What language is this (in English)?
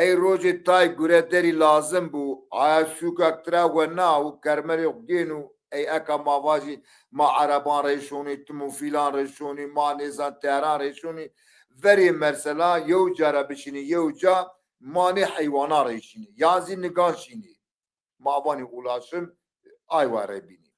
Zaza